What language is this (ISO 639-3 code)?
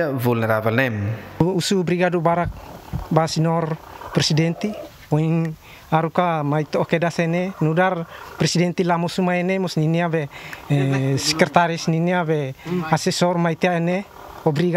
tet